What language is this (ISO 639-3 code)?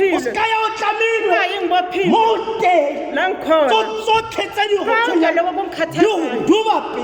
tsn